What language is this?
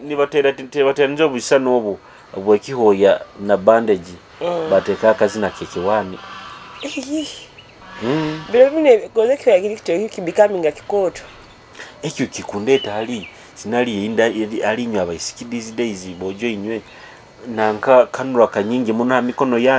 Nyoro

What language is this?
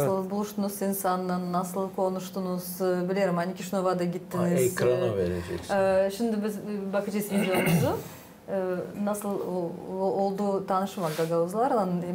Gagauz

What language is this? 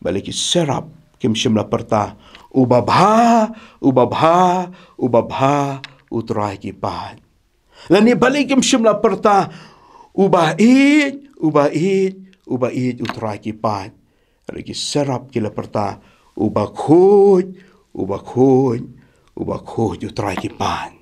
Khasi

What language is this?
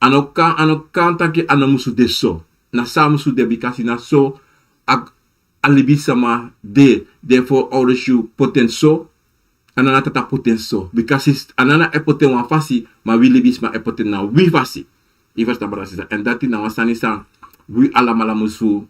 Sranan Tongo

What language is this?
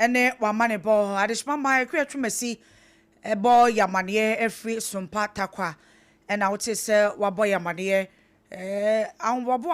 Akan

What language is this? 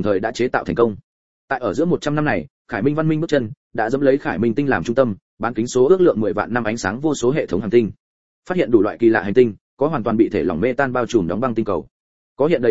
Vietnamese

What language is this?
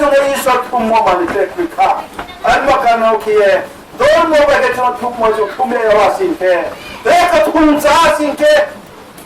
Riang (India)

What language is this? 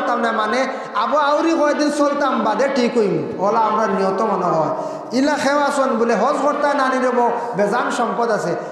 Sylheti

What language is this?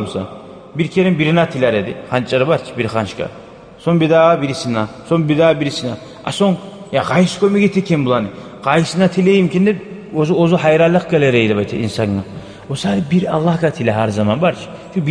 Kumyk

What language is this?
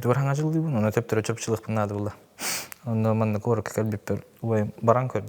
Yakut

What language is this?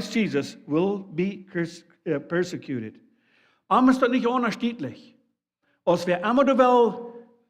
Plautdietsch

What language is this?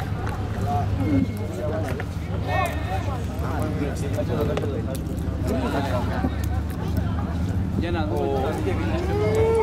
Greek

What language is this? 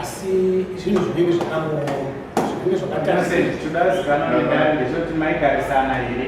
Shona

